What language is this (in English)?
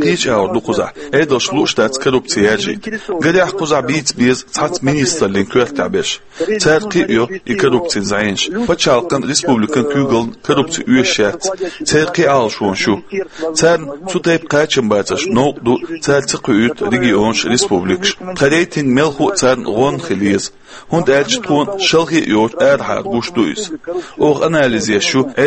Chechen